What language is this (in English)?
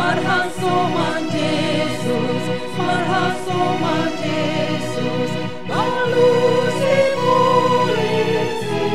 Batak Simalungun